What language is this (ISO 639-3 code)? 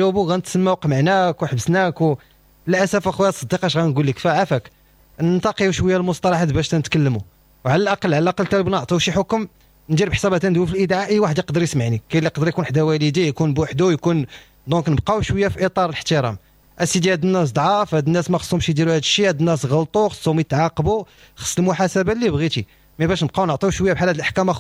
ary